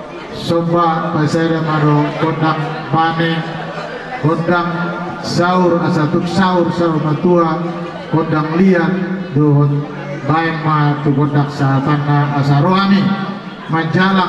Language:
Batak Toba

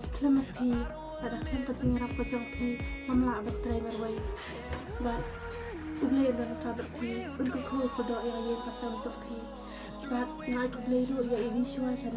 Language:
Khasi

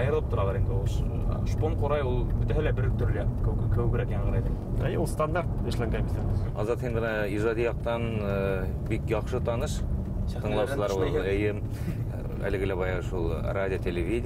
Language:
Bashkir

